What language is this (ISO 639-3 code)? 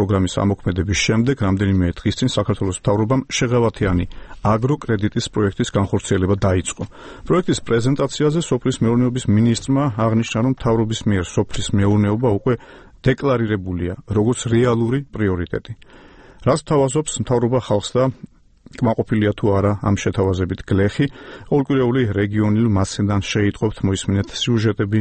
kat